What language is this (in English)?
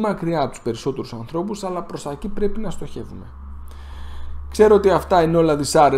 Greek